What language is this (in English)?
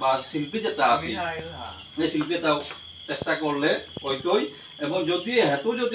Bishnupriya